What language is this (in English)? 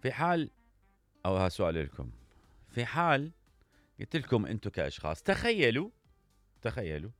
Mesopotamian Arabic